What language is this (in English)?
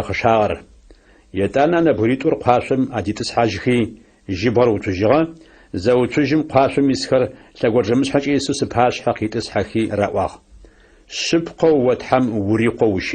Adyghe